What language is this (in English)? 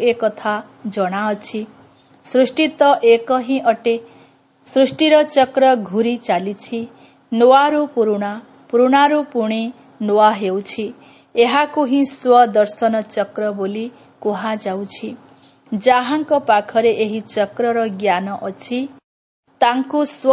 Odia